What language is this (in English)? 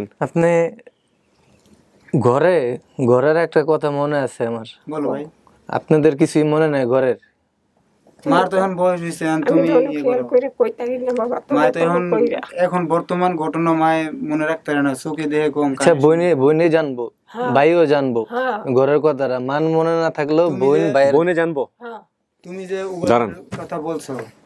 Bangla